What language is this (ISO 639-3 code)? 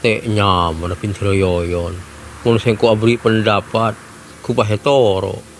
mad